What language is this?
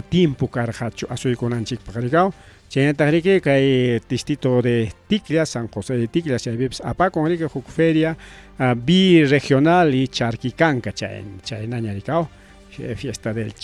Ayacucho Quechua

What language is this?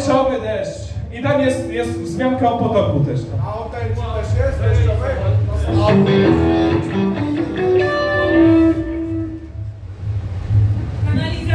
Polish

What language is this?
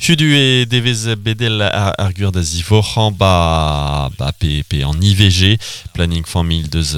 Breton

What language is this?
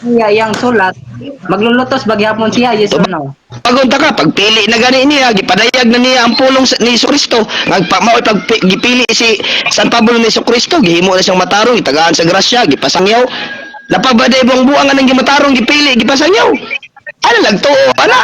Cebuano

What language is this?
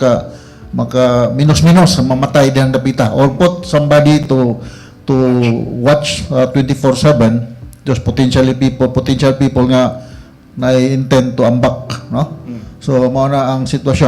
Cebuano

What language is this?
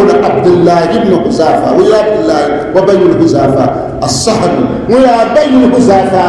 Dagbani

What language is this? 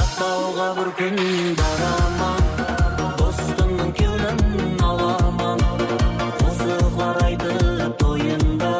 Kara-Kalpak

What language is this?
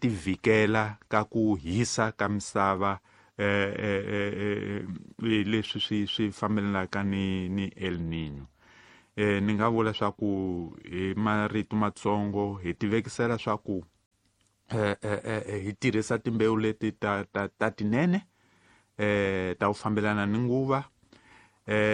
Tsonga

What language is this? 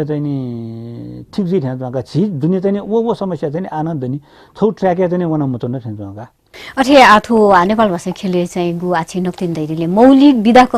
Newari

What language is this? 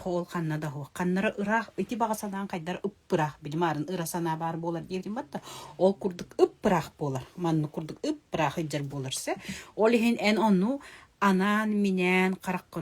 Yakut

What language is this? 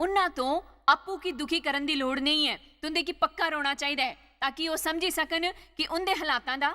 Dogri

